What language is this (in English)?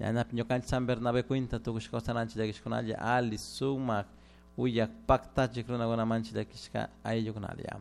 Chimborazo Highland Quichua